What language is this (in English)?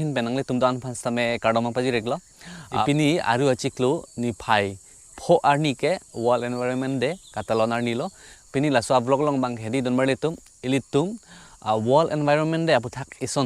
Karbi